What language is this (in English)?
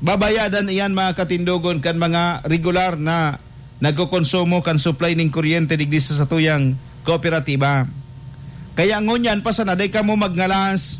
Bikol